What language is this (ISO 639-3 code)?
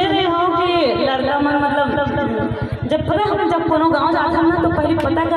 hne